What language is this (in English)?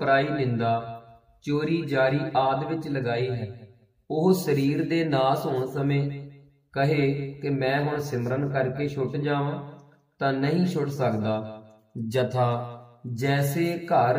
Punjabi